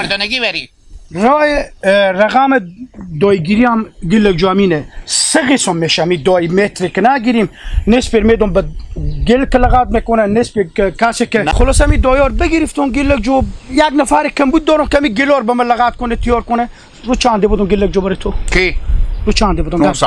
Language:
Hazaragi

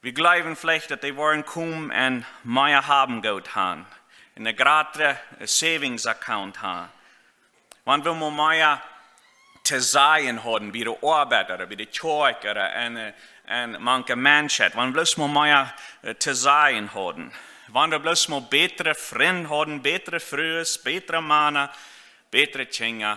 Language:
Plautdietsch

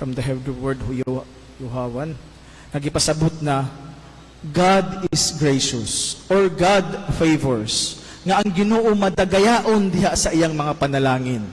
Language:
Cebuano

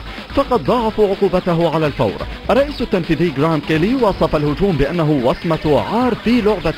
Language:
Arabic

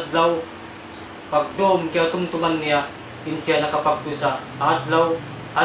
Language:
Tausug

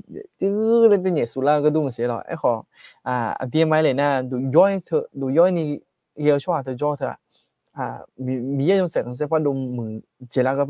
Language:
Akha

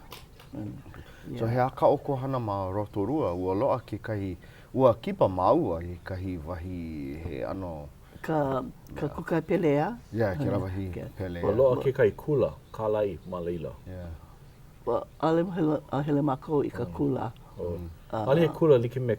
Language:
Hawaiian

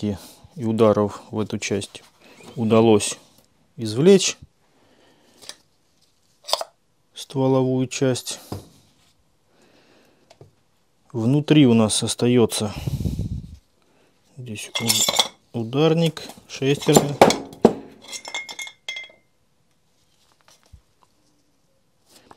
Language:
Russian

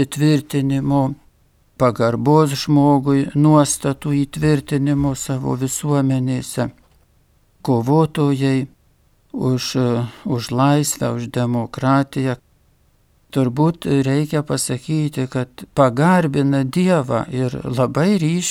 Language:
Lithuanian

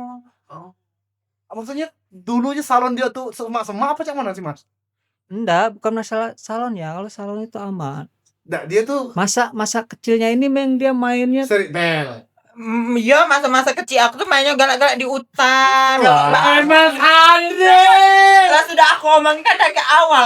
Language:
Musi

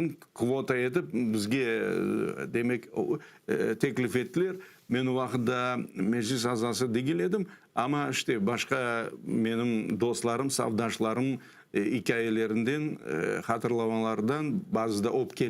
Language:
Crimean Tatar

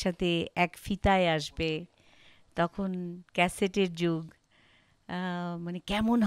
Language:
Bangla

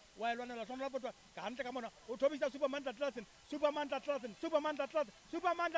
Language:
Southern Sotho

